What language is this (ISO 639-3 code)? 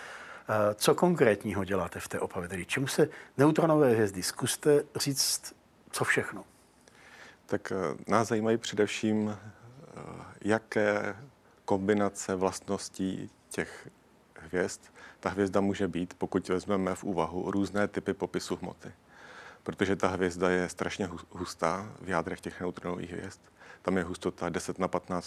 ces